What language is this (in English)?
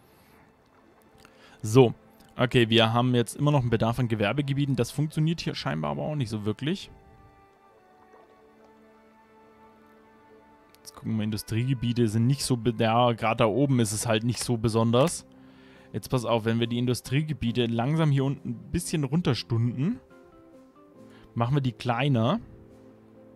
German